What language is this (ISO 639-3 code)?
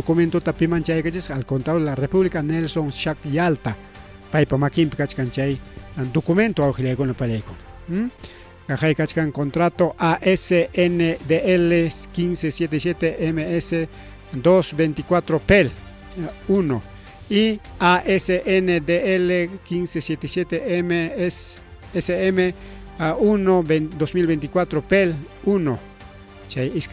quy